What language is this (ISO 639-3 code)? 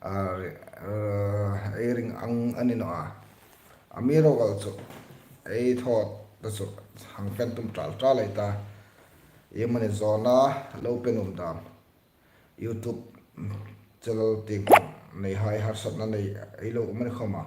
hmr